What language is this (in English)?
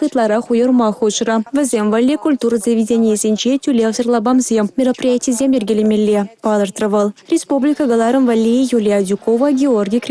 Chuvash